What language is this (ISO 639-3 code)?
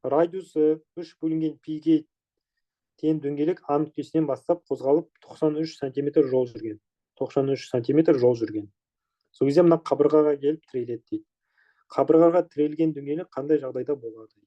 kaz